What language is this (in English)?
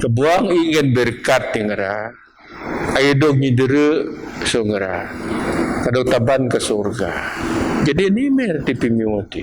Biatah Bidayuh